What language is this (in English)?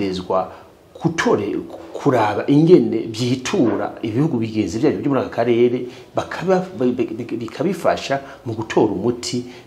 Rundi